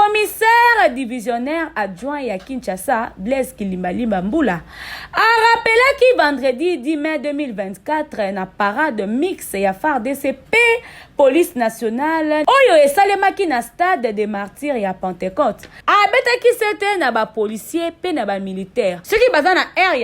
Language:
Lingala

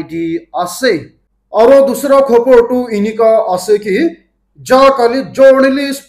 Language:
Naga Pidgin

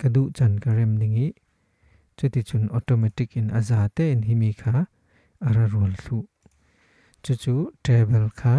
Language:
Falam Chin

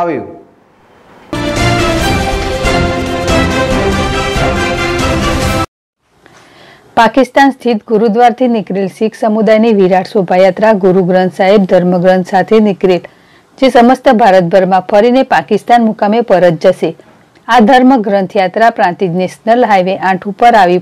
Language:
Gujarati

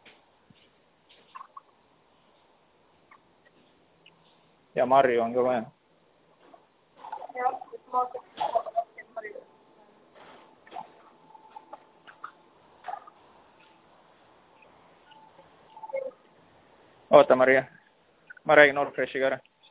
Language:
Estonian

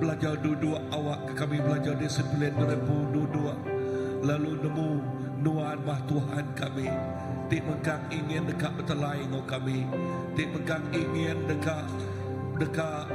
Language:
Iban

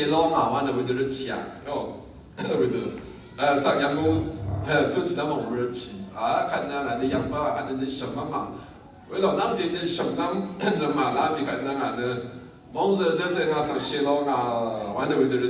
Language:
Rawang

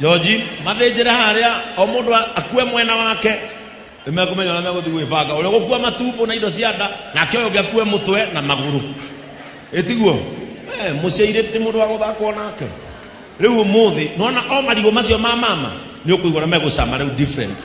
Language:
Kikuyu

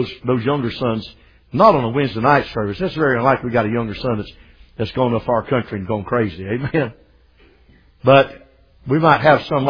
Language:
English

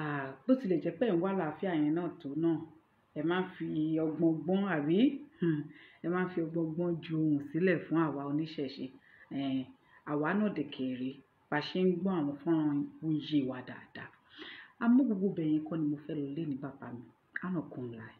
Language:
Yoruba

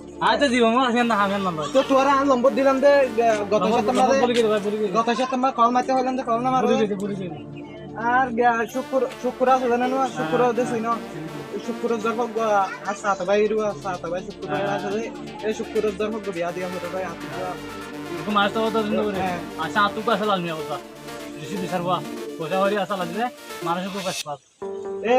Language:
Rohingya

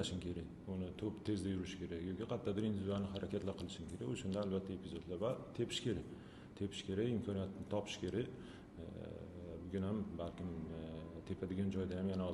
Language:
Uzbek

